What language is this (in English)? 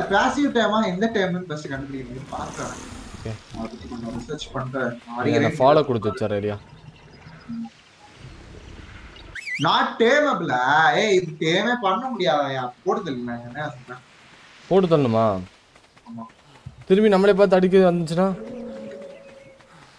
Tamil